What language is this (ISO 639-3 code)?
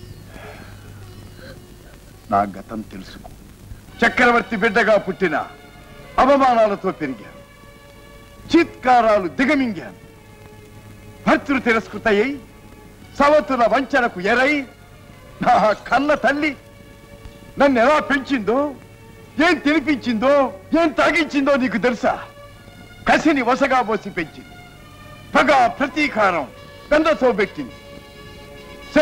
tel